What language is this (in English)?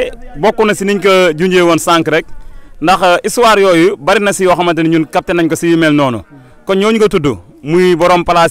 Wolof